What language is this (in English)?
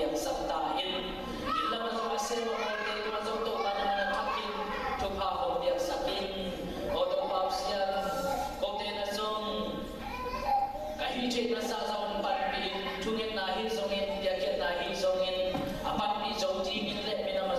Tedim Chin